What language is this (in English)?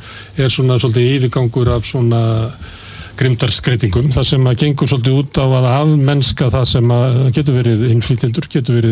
Icelandic